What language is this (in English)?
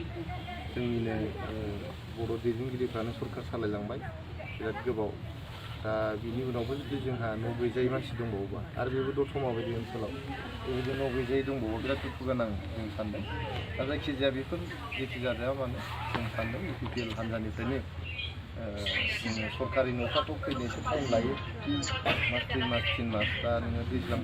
Bodo